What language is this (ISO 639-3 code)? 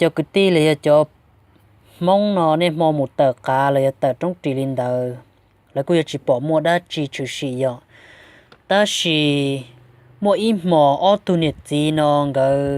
hmn